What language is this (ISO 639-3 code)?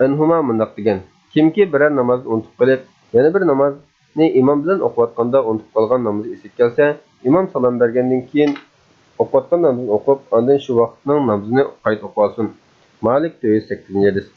uig